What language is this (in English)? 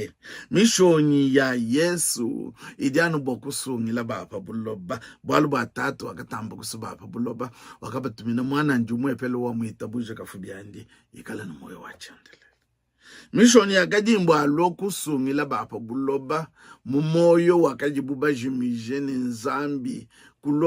Luba-Lulua